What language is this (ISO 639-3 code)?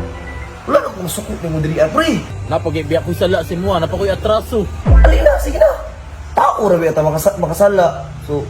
ceb